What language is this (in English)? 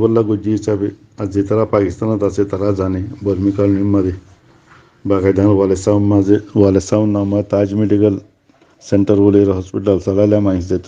Rohingya